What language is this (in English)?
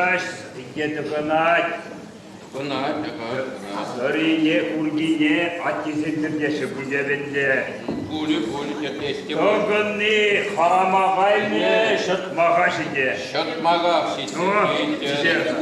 Chuvash